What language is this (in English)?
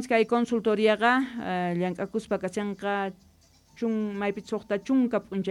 South Bolivian Quechua